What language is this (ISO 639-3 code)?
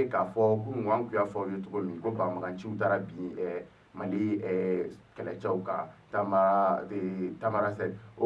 bam